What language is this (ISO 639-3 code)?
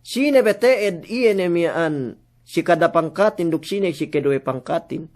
yka